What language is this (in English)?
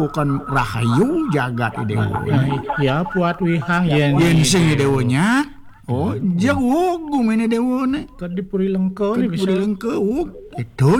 Balinese